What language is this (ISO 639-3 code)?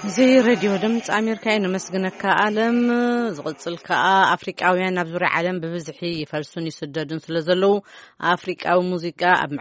tir